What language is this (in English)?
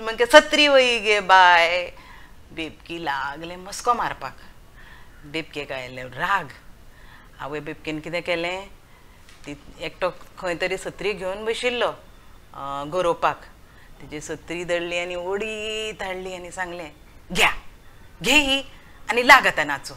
Konkani